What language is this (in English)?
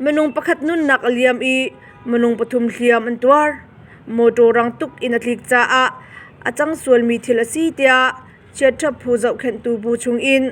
Hakha Chin